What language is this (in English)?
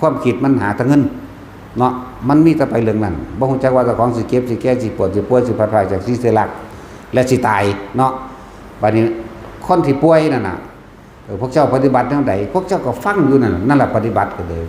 Northeastern Thai